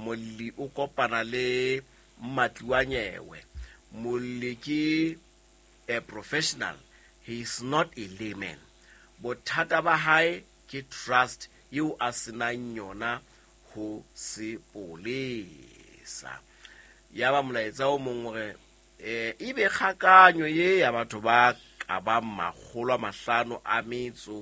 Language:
Southern Sotho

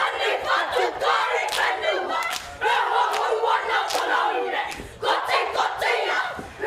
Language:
Māori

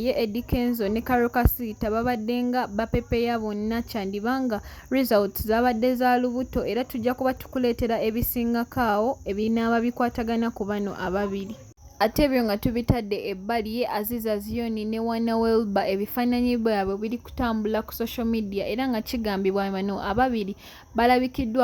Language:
Ganda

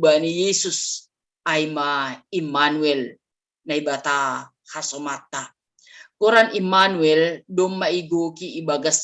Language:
Batak Simalungun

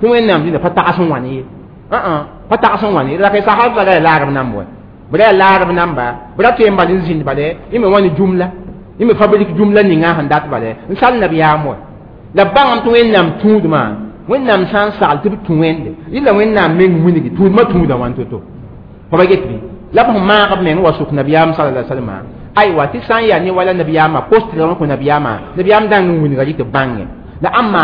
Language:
Mossi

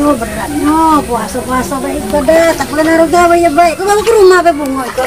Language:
Musi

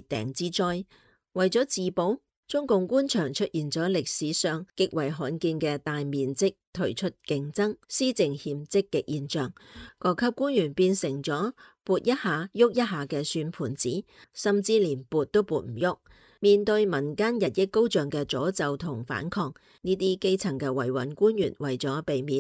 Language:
Cantonese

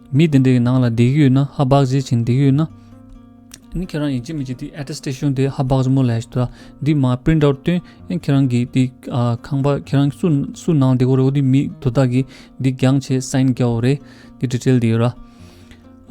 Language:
Tibetan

